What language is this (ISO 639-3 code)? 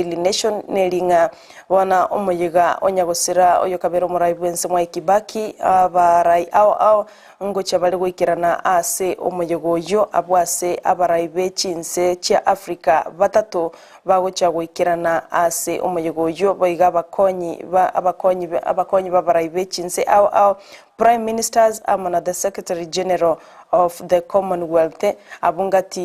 guz